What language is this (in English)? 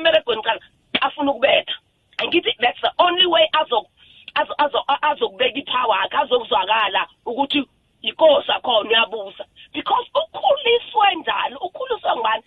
South Ndebele